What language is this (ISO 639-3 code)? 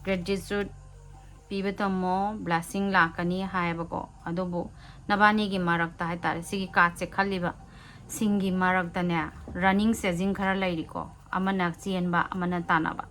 mni